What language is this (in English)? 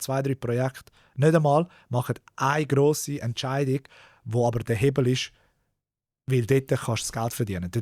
Swiss German